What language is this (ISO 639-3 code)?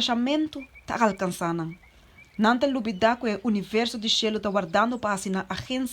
pap